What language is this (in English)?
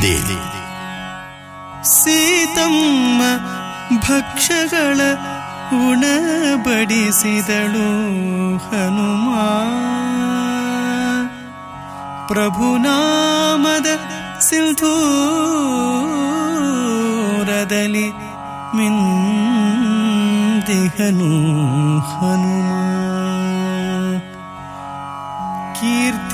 Kannada